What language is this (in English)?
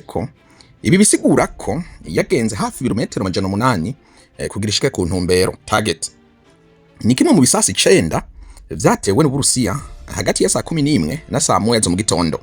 Rundi